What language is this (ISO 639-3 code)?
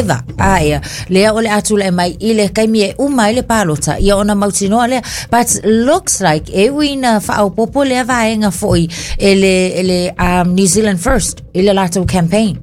smo